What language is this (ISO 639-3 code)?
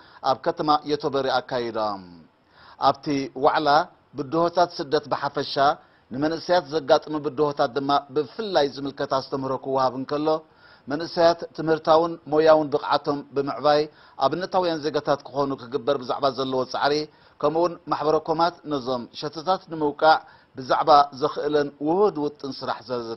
tir